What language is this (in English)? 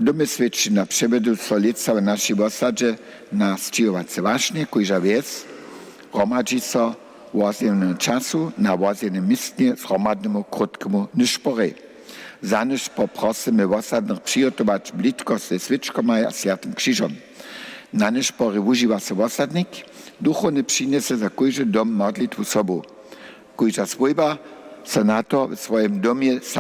Upper Sorbian